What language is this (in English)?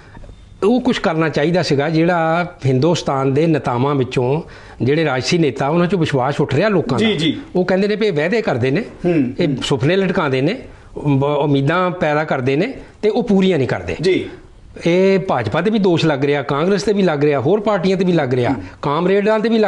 Punjabi